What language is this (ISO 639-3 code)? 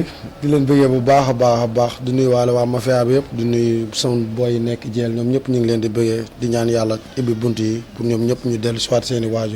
wol